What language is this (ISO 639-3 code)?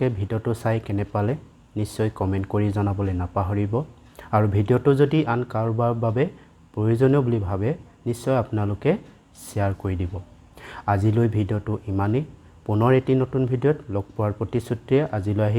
asm